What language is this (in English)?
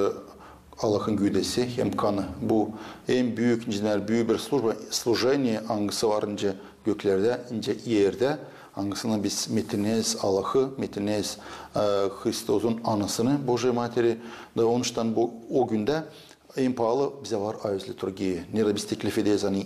Gagauz